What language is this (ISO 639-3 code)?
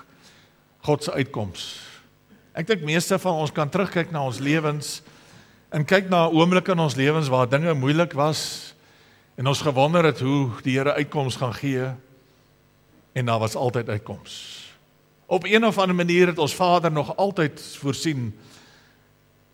afr